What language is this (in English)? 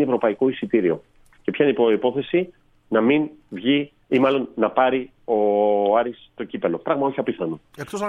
Greek